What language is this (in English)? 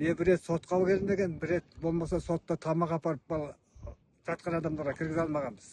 Kazakh